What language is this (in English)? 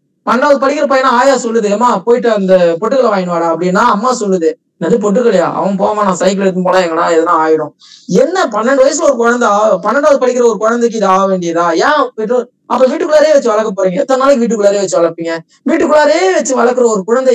Tamil